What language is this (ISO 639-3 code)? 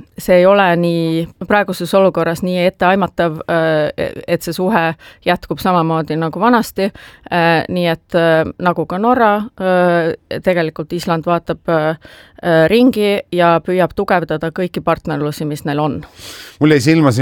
est